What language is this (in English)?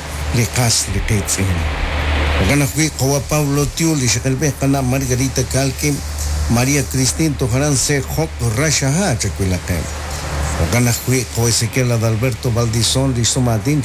Kekchí